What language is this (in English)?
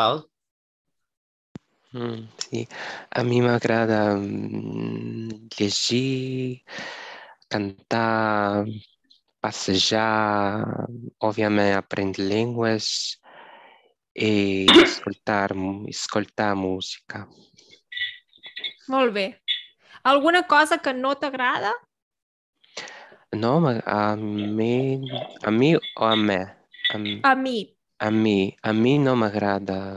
Catalan